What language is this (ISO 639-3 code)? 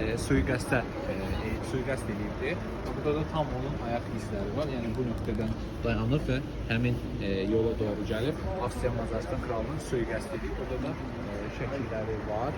aze